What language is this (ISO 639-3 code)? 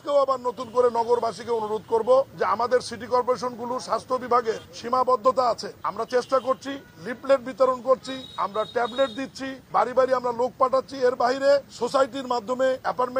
ben